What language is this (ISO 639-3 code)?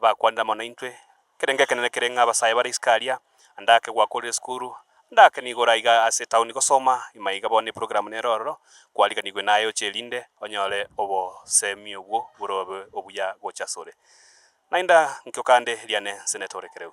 guz